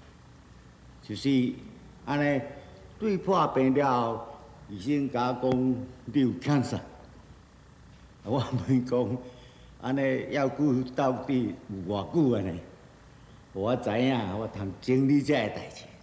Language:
Min Nan Chinese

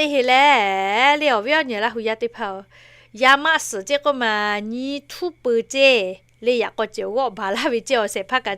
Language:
Lahu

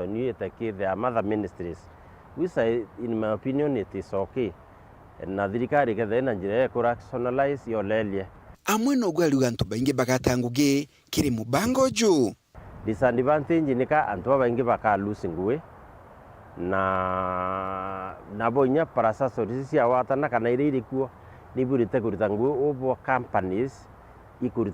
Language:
Meru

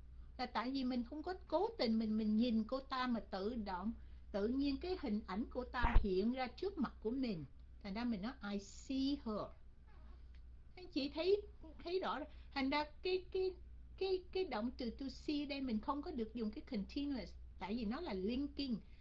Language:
Vietnamese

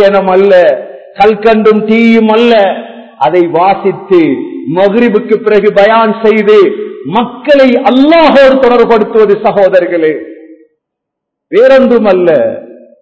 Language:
Tamil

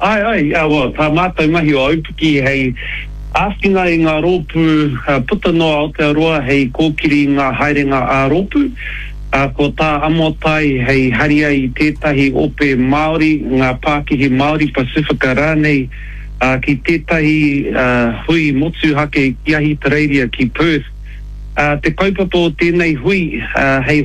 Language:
Māori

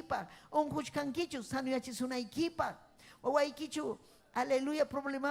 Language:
Ayacucho Quechua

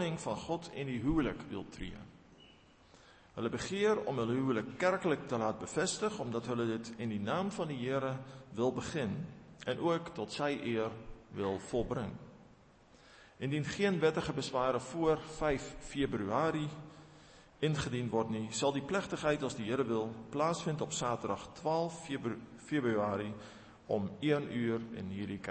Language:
Afrikaans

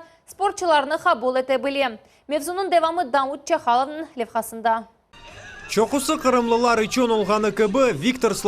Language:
Crimean Tatar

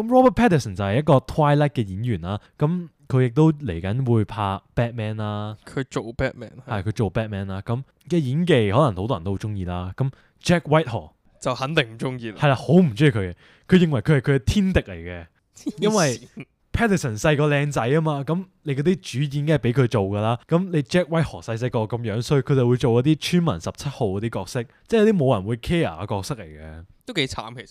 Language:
Cantonese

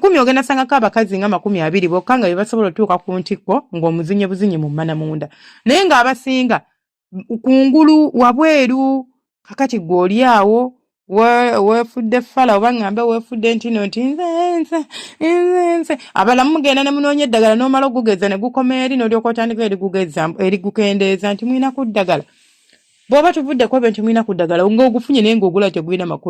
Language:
Ganda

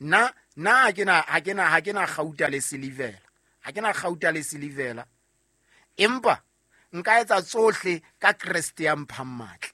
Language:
Southern Sotho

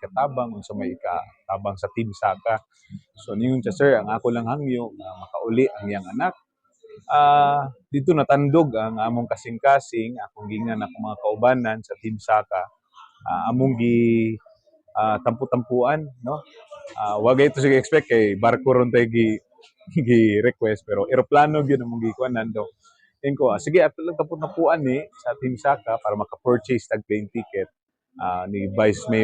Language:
Cebuano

